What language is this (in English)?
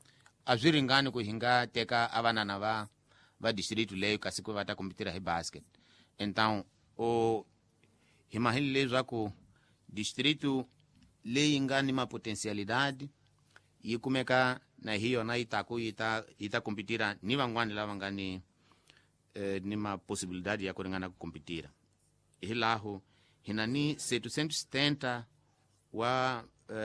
Tsonga